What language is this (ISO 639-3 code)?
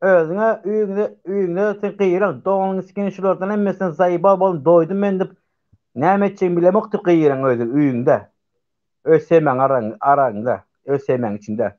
tuk